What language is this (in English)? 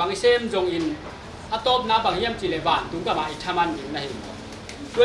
Tedim Chin